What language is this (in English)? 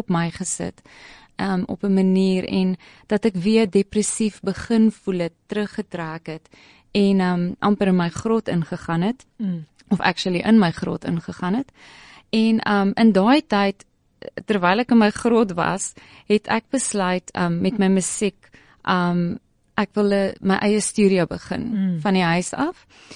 Afrikaans